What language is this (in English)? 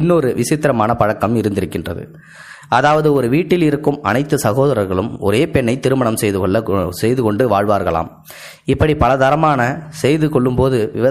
Tamil